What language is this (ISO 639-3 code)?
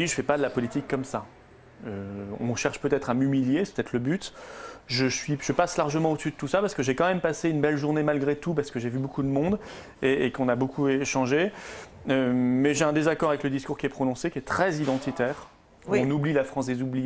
fra